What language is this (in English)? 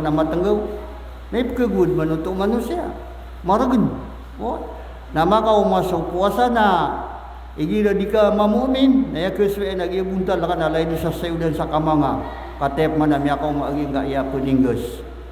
Maranao